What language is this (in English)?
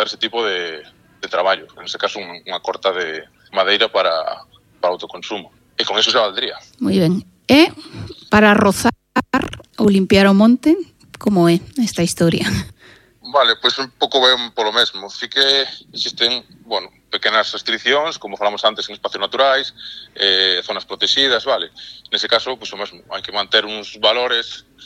Galician